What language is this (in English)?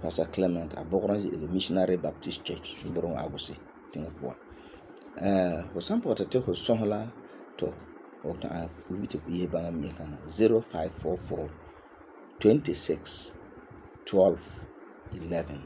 Frafra